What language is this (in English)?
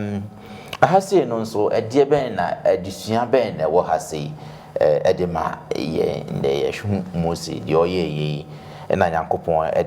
Akan